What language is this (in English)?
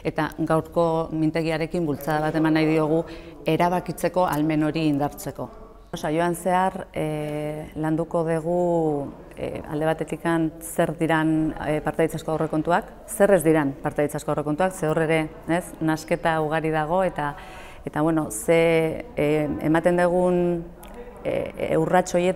Basque